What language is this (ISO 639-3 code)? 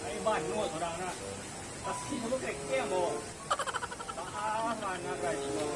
min